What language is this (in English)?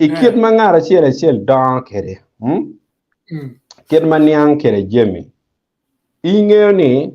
Acoli